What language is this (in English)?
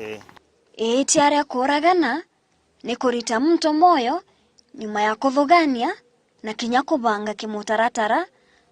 Meru